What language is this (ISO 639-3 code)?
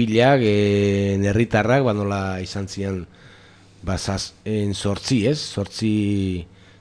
eus